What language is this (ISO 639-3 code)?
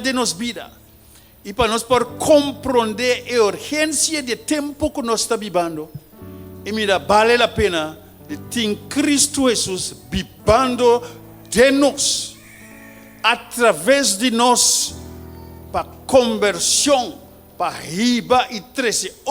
pap